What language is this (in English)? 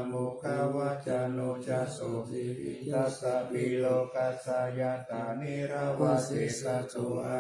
Pali